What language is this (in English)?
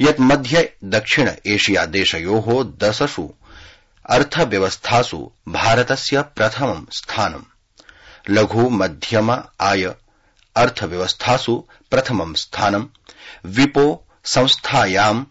Sanskrit